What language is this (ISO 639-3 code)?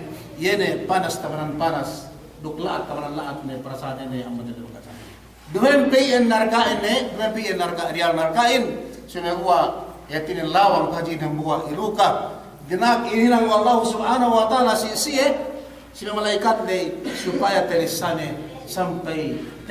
yka